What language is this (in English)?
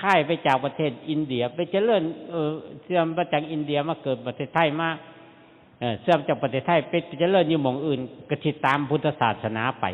Northeastern Thai